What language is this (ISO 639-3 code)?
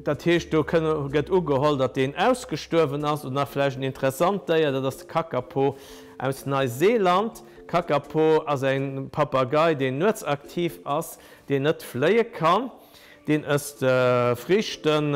ltz